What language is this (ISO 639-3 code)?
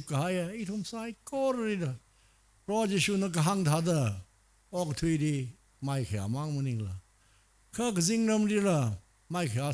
nmf